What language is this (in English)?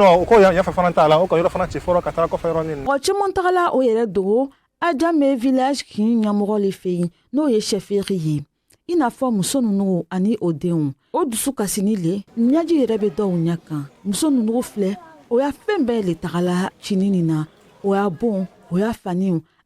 Bambara